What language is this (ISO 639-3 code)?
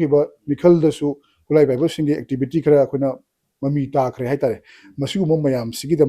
mni